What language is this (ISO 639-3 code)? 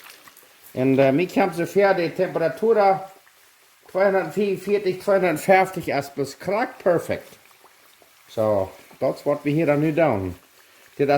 pdt